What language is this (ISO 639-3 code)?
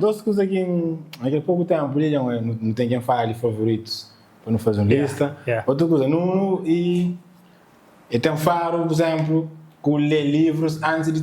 kea